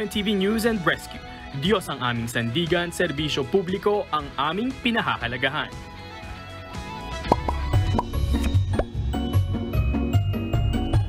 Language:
Filipino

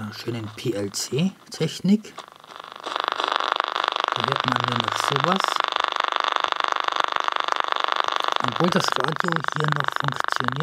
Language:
German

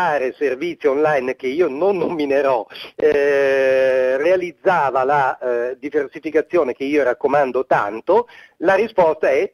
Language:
Italian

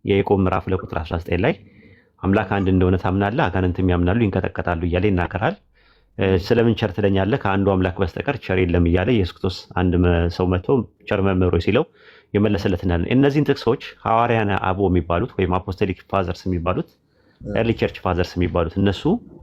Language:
Amharic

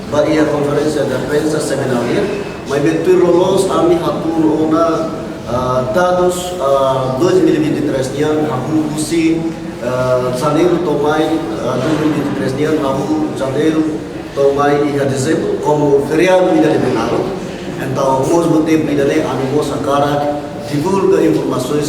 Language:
Tetum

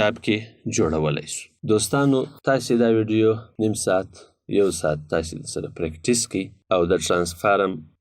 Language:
Pashto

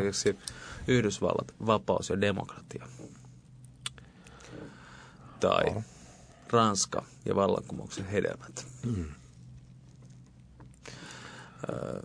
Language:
Finnish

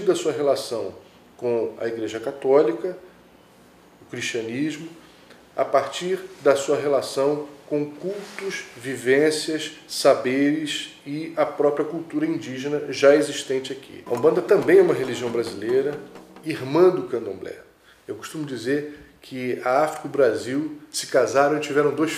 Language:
Portuguese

